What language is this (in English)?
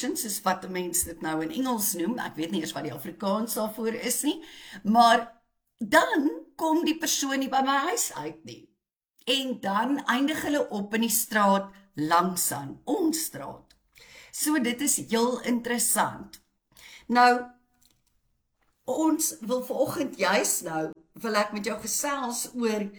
Afrikaans